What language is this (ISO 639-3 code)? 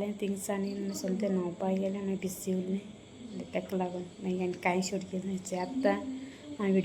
kok